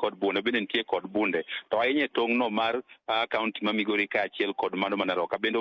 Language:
Luo (Kenya and Tanzania)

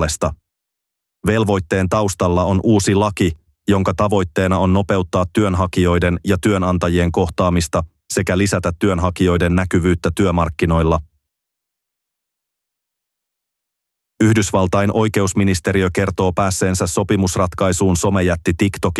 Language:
Finnish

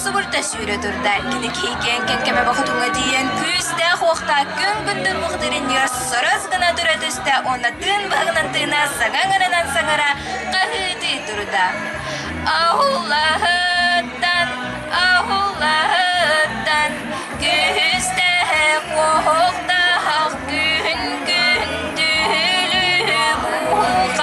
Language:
Yakut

